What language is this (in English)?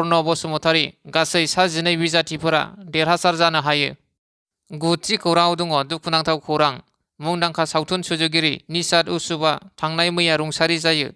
Bodo